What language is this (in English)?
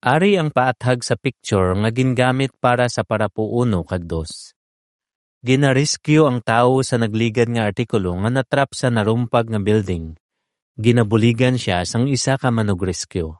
Hiligaynon